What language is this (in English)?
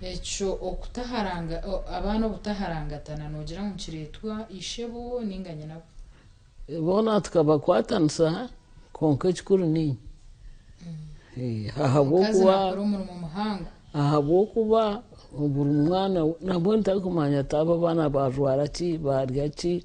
Nyankole